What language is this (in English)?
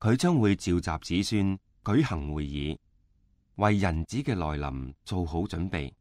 Cantonese